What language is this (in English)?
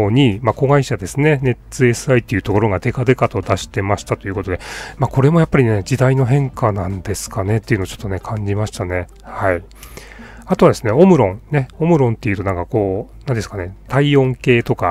Japanese